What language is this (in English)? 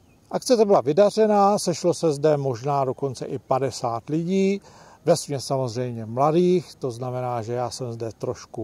Czech